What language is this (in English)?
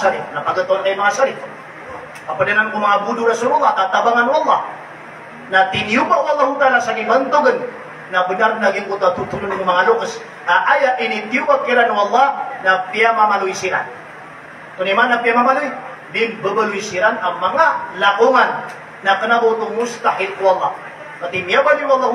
Maranao